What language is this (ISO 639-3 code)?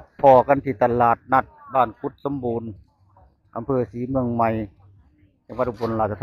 tts